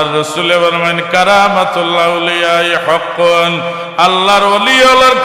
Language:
Sylheti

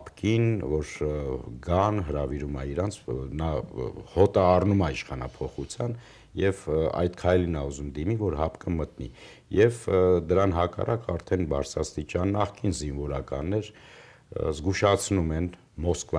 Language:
Armenian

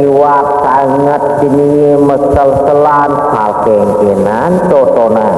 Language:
Balinese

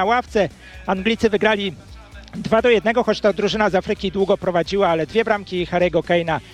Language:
Polish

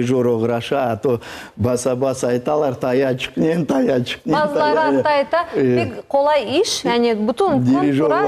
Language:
Crimean Tatar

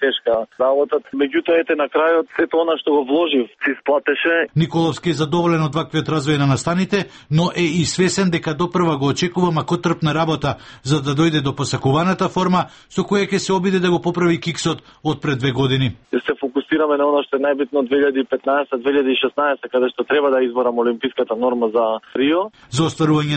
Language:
Macedonian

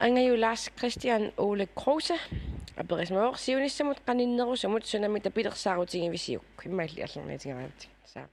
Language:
Kalaallisut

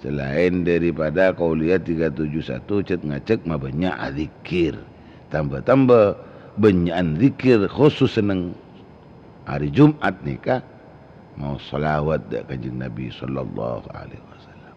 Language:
Madurese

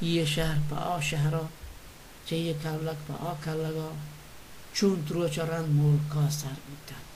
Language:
Baluchi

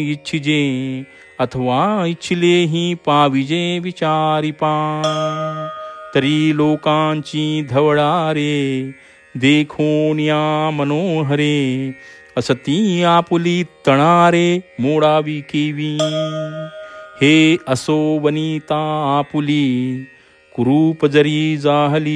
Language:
Marathi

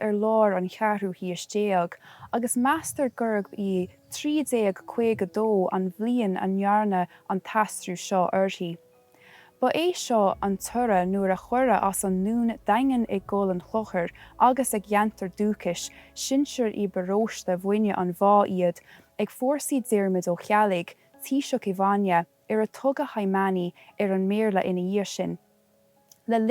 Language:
Irish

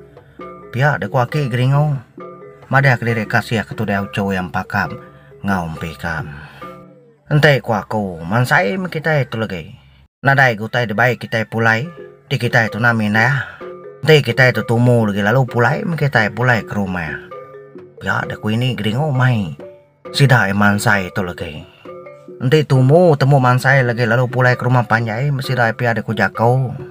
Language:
Iban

